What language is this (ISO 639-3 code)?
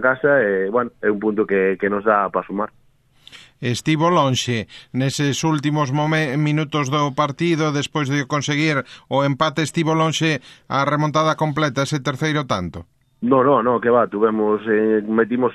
glg